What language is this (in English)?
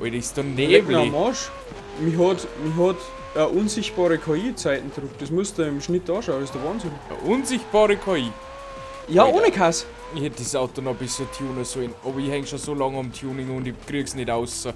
Bavarian